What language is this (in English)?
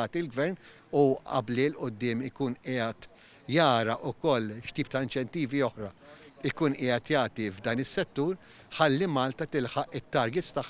Maltese